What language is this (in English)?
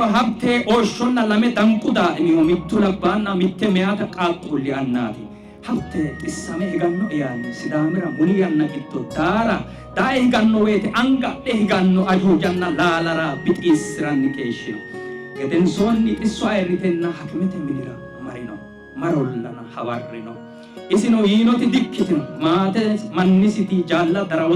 Sidamo